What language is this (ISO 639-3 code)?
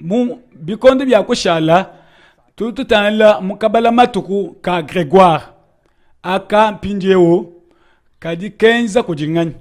lua